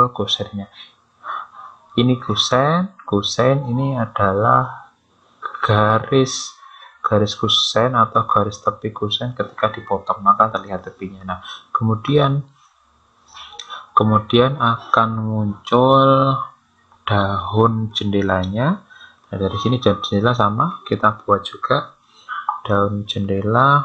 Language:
Indonesian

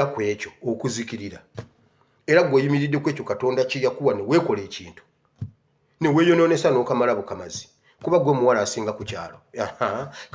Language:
Ganda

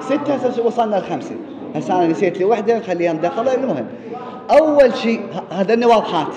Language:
Mesopotamian Arabic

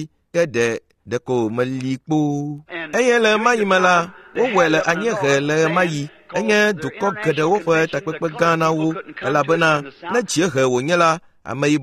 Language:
Ewe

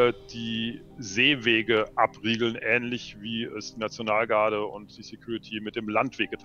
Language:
German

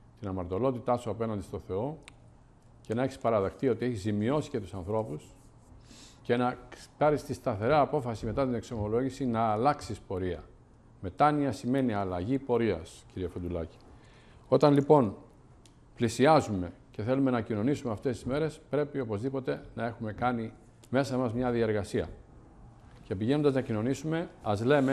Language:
Greek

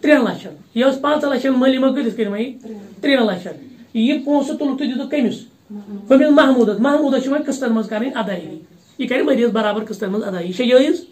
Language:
Kashmiri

